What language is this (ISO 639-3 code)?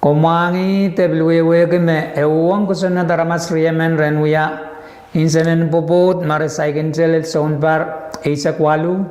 pon